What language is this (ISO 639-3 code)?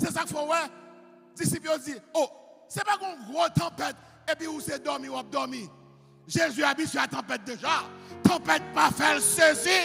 hat